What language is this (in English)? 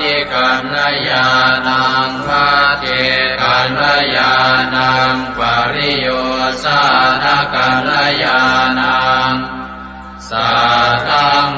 Pali